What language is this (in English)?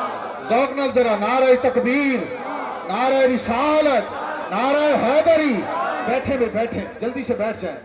Saraiki